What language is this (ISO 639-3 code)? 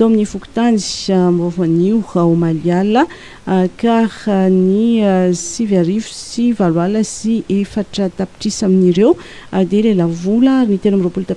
mlg